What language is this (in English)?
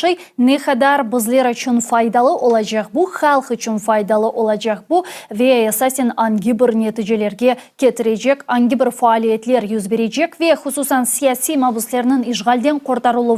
Crimean Tatar